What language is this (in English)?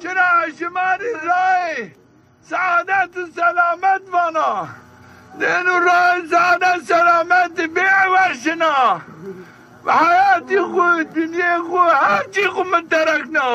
Zaza